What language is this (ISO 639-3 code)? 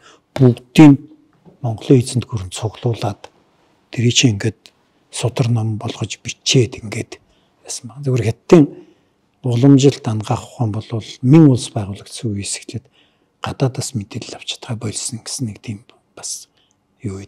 mon